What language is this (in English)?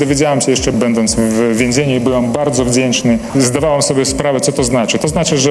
Polish